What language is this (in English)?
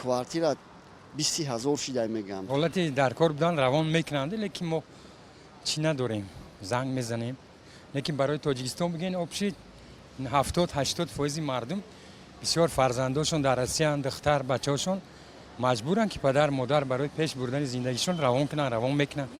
Tajik